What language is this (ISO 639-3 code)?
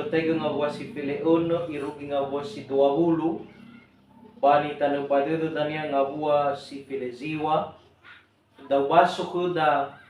nia